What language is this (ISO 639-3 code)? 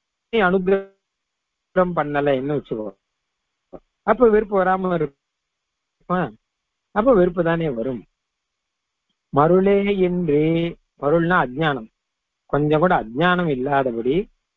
tam